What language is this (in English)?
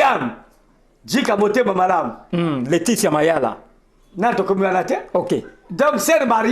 Lingala